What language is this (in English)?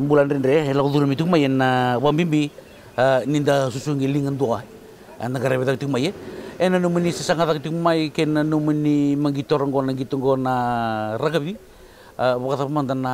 Fijian